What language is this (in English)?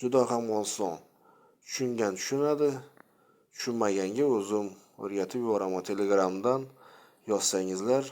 Uzbek